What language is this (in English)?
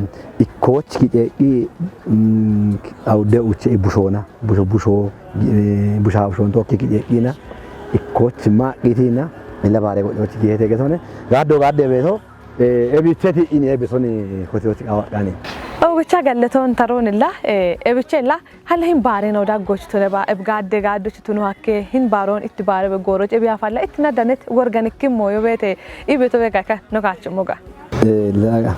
Kafa